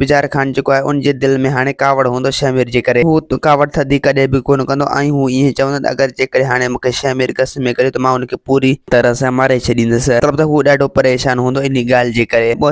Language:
Sindhi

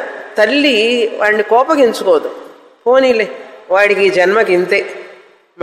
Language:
Telugu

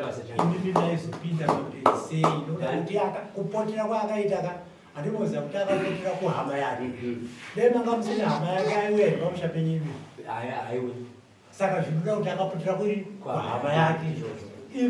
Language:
Shona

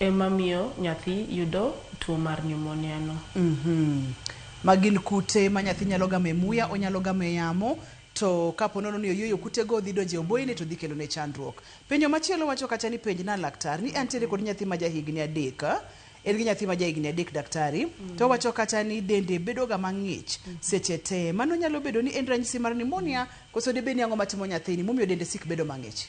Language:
Luo (Kenya and Tanzania)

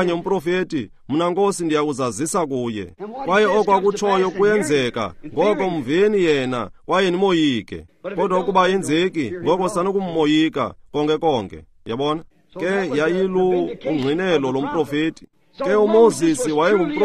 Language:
Xhosa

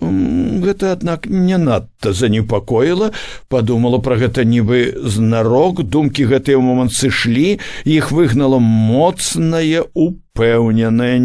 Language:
Belarusian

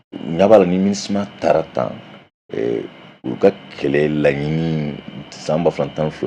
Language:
Bambara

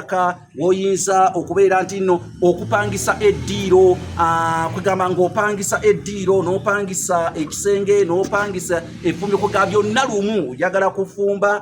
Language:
Ganda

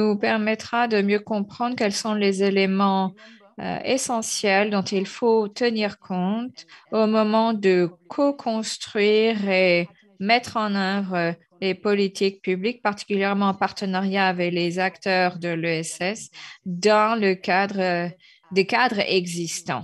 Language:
French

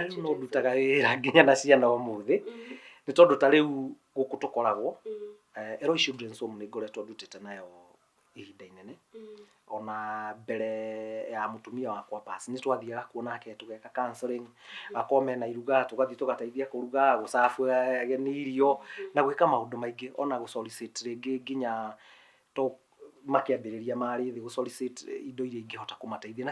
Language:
Kikuyu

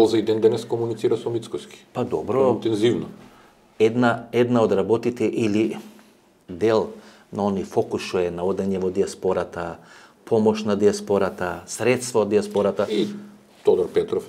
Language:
Macedonian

